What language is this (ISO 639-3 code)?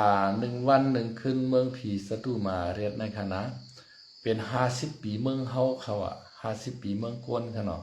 shn